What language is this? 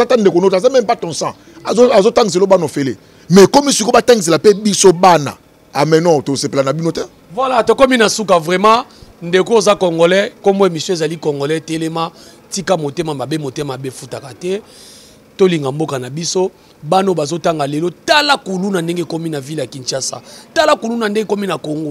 Lingala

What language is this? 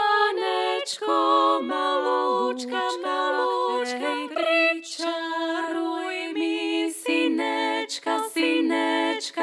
Slovak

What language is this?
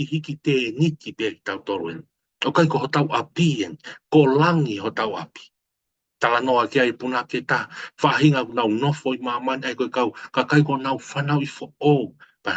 Tongan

